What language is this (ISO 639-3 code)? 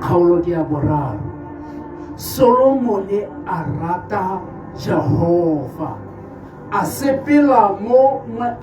tsn